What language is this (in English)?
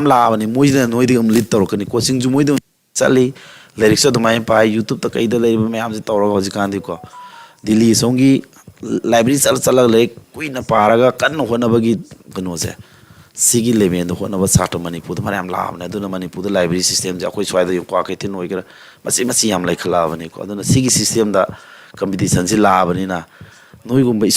Manipuri